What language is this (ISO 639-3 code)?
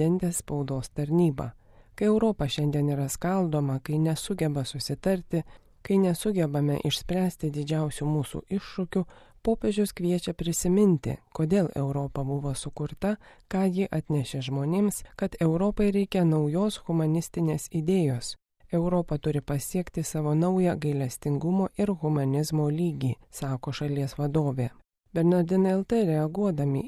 lit